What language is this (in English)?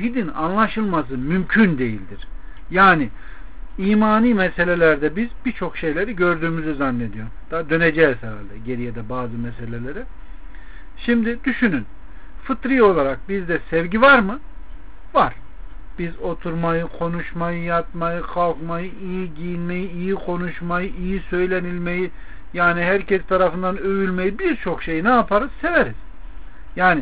Turkish